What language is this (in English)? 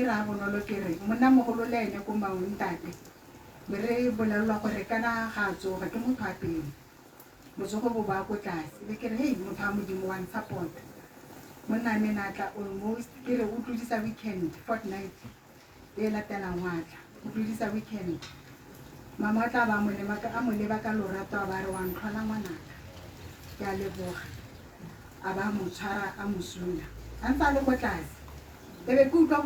Tswana